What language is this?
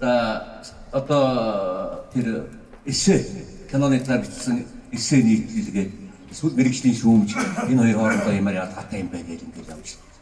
Mongolian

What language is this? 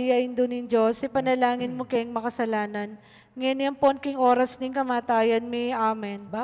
Pampanga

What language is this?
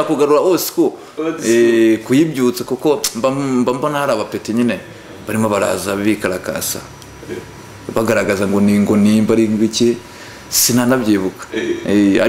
Kinyarwanda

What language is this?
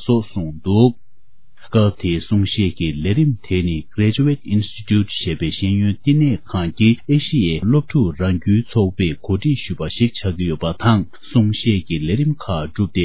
Tibetan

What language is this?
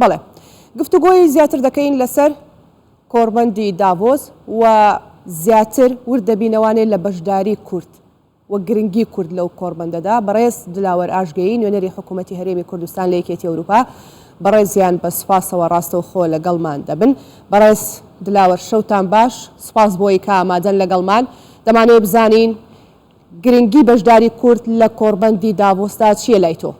Central Kurdish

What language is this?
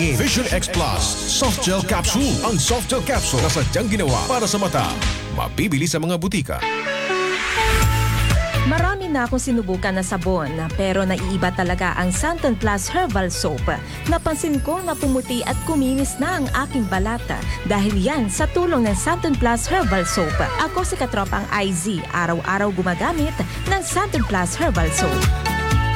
Filipino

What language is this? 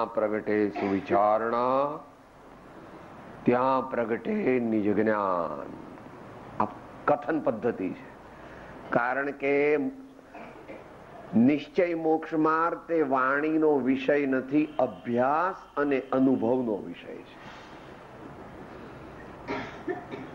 Gujarati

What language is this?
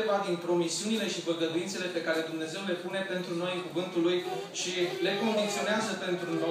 Romanian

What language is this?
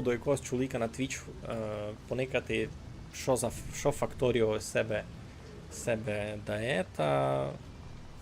Rusyn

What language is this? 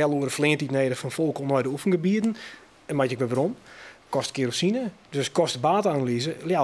Western Frisian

